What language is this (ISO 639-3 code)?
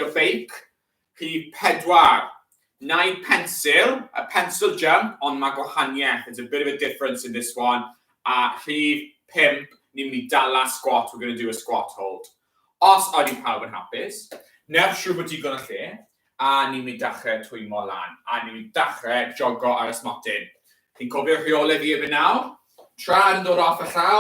cym